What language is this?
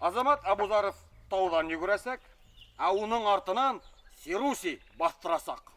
Bashkir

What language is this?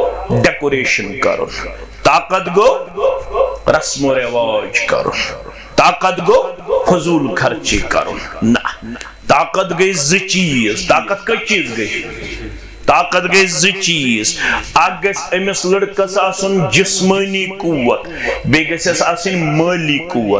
Kashmiri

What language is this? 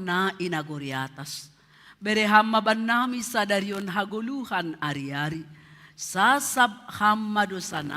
Batak Simalungun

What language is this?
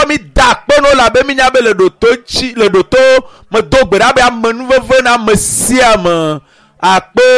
Ewe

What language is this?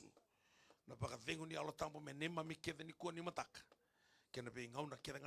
Fijian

